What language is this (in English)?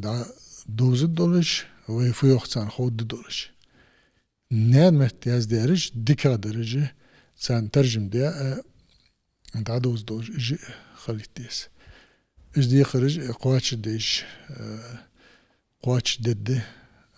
Ingush